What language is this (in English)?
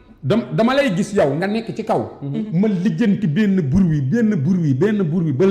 Wolof